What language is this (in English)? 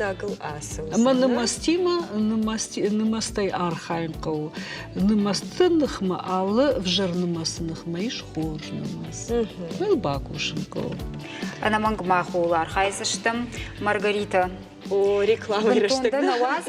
Ossetic